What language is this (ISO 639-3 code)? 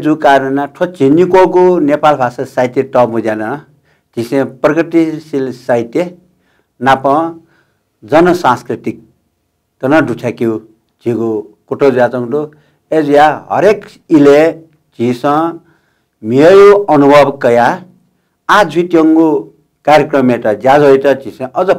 new